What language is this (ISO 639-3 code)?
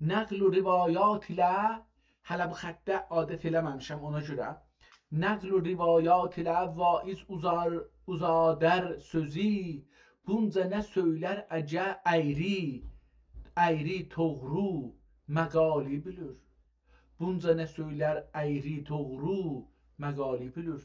azb